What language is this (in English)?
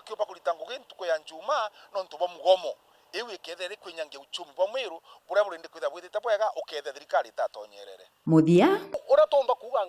Meru